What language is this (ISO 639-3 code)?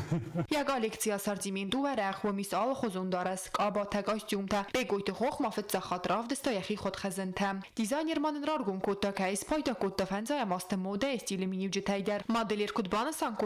oss